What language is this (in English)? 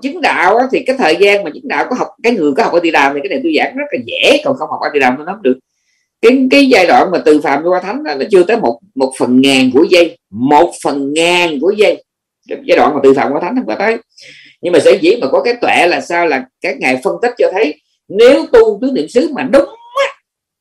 Vietnamese